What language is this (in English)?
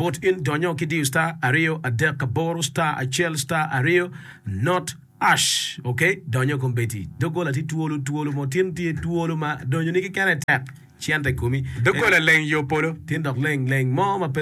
Acoli